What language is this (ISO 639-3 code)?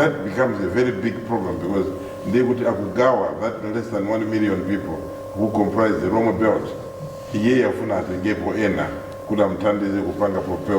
nya